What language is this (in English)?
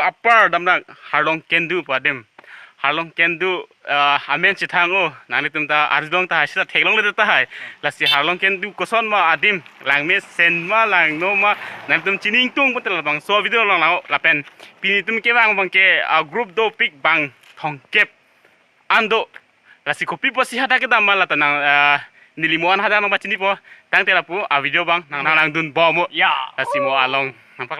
Karbi